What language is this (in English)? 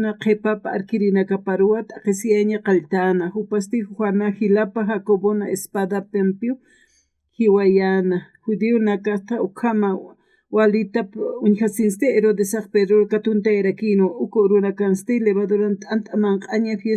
Aymara